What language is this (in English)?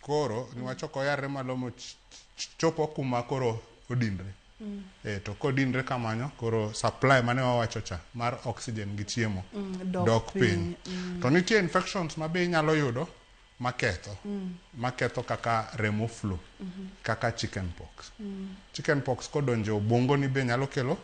Luo (Kenya and Tanzania)